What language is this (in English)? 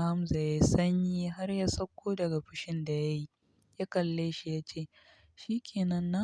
Hausa